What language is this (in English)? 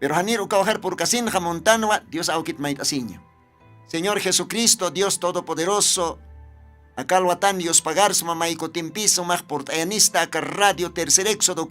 Aymara